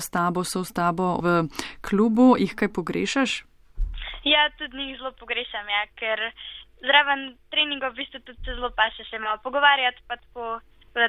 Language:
Slovenian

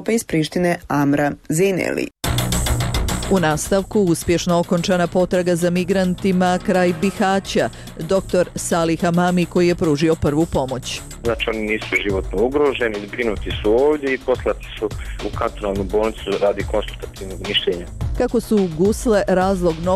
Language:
Bosnian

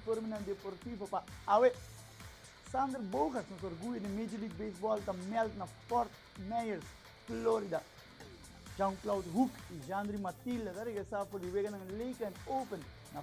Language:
Papiamento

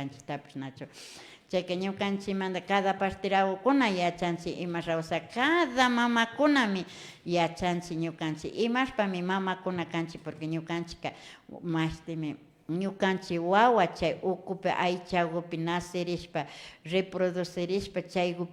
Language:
Imbabura Highland Quichua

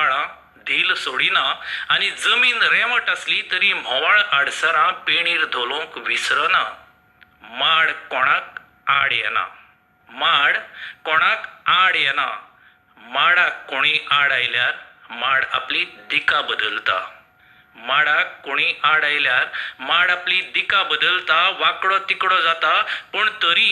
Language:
Konkani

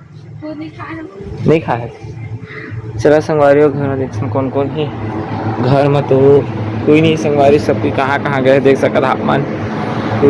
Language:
Chhattisgarhi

